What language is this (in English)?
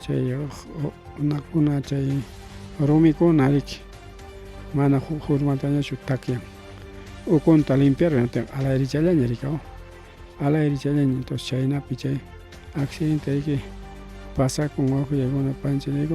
Ayacucho Quechua